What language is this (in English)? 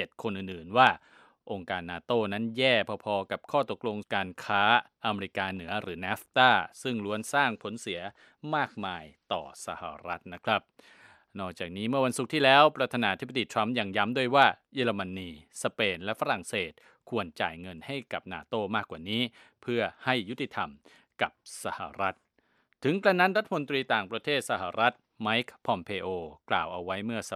Thai